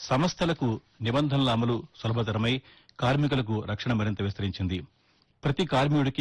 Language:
Telugu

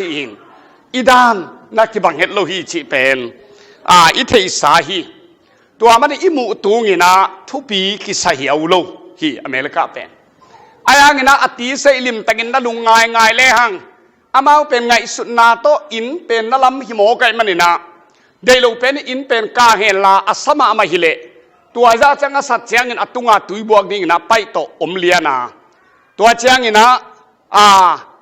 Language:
Tedim Chin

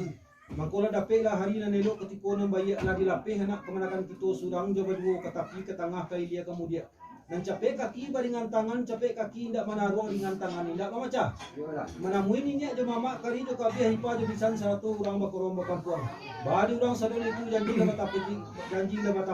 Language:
Minangkabau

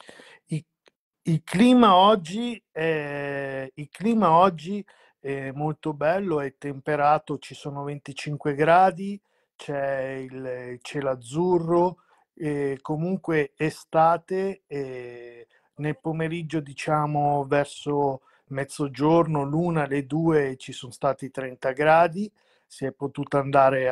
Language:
Italian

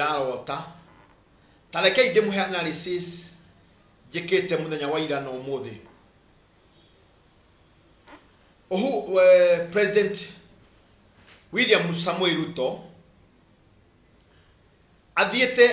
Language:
Kikuyu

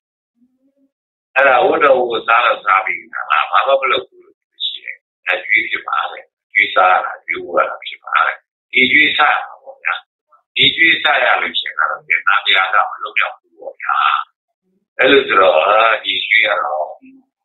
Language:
Burmese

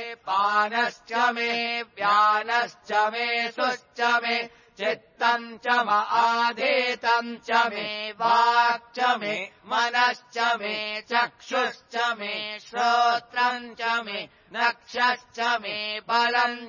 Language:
Sanskrit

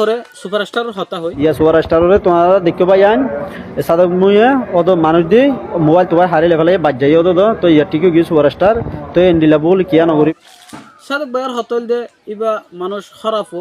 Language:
Rohingya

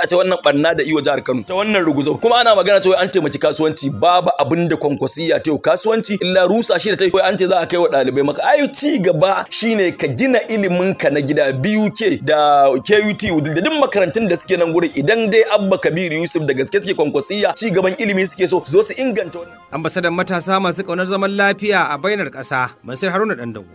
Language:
Hausa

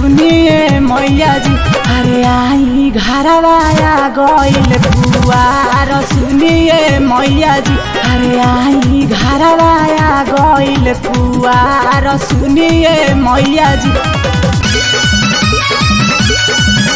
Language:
Bhojpuri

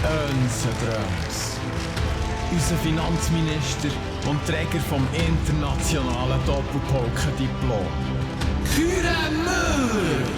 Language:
Swiss German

